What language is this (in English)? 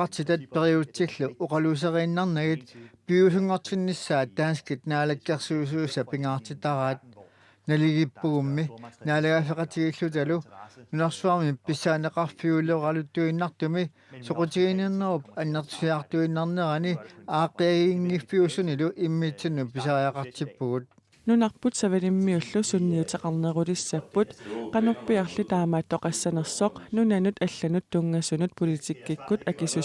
Kalaallisut